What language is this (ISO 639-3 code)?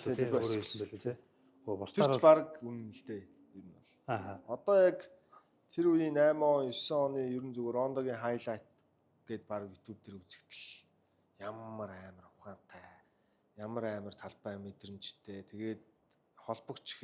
mon